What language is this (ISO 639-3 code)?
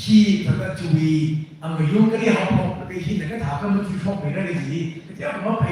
nmf